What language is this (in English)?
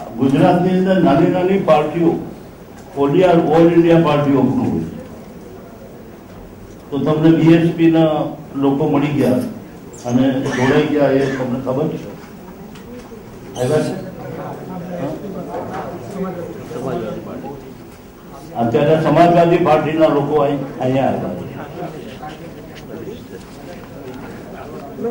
Gujarati